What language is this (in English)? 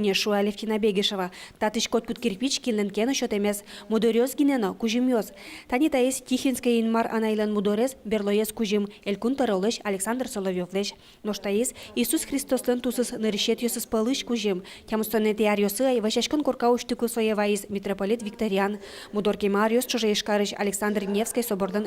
Udmurt